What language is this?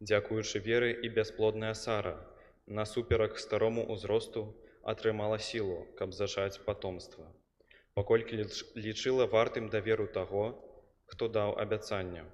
Belarusian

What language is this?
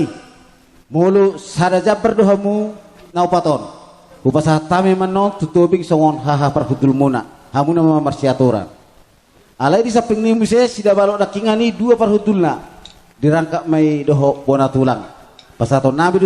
Batak Toba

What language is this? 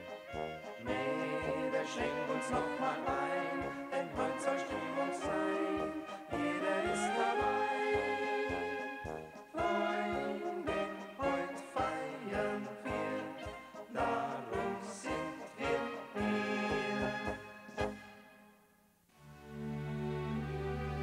German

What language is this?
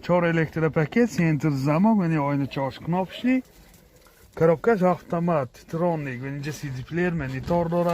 Tajik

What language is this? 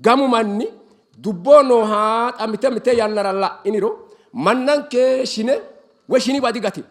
Sidamo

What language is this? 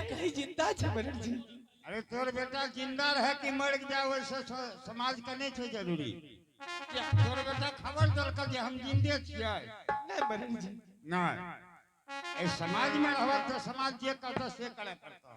Angika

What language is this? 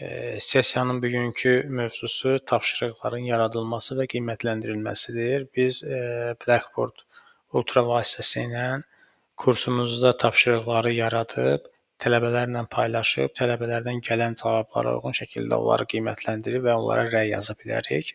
Azerbaijani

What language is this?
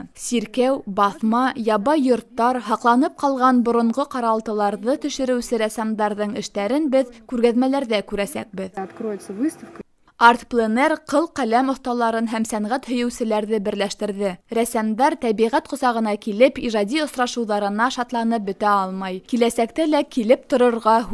Bashkir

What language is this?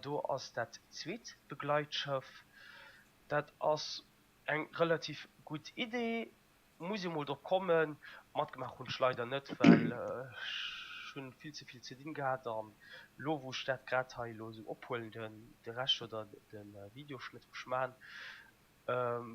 Luxembourgish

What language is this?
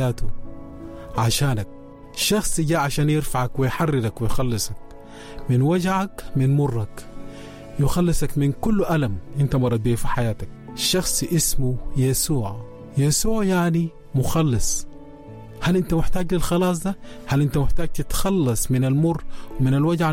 Sudanese Arabic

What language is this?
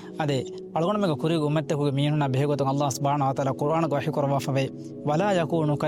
Divehi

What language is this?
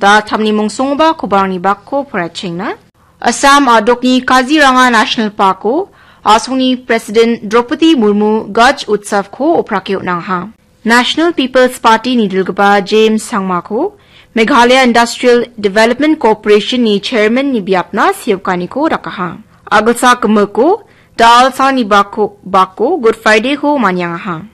Garo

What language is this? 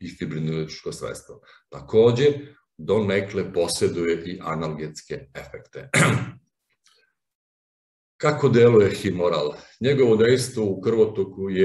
Serbian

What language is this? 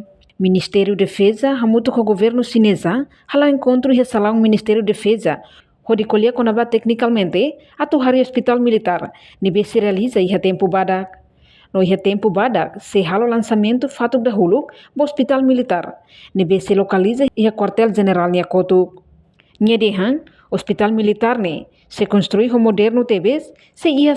Tetum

